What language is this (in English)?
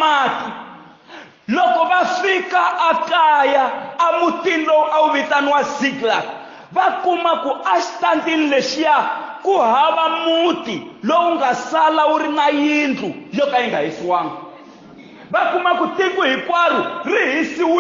Tsonga